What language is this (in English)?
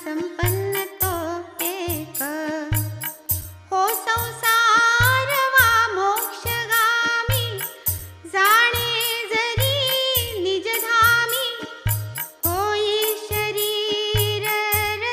Marathi